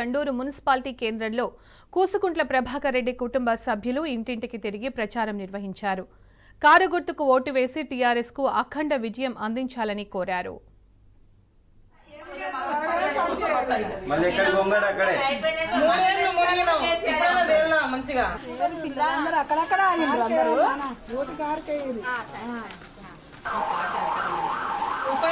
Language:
Telugu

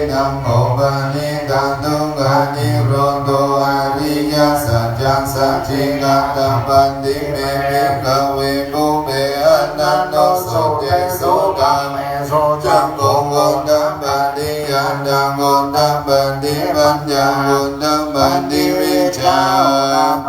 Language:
Pali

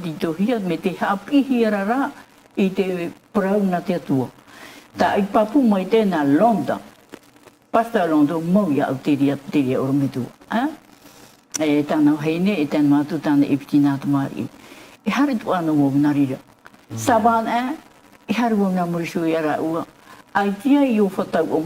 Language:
Tahitian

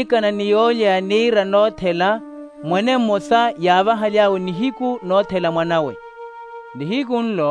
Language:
Makhuwa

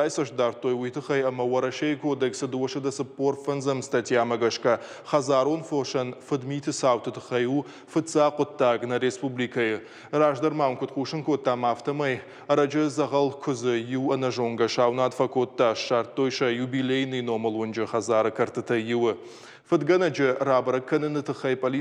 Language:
Ossetic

